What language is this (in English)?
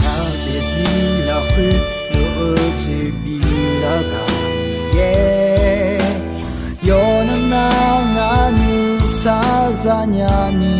Akha